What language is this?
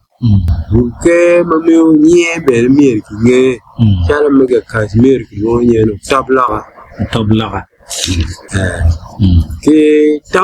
Acoli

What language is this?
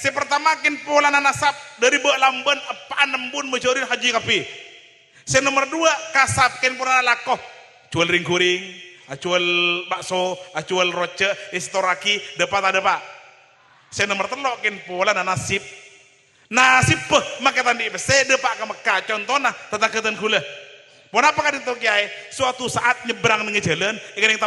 Madurese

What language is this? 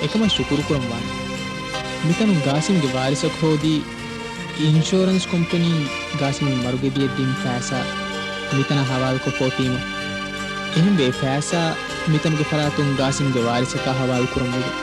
Divehi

